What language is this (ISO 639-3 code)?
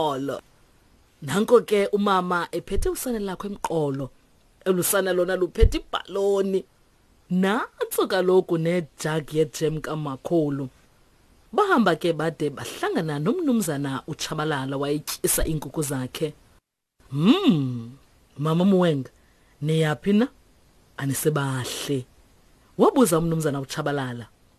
xho